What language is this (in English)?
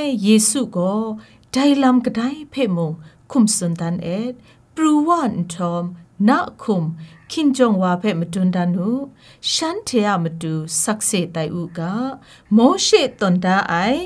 Kachin